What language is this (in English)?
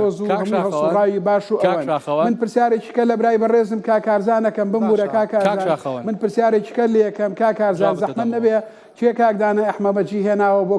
Central Kurdish